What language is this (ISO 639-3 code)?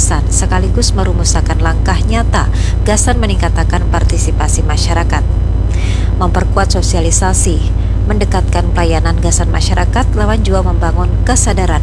bjn